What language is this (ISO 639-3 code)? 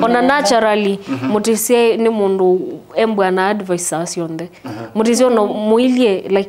kam